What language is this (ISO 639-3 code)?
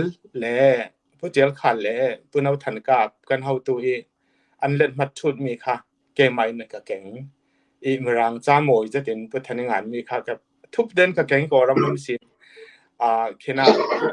cfm